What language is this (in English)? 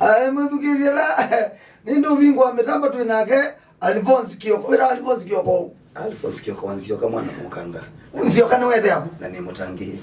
Kamba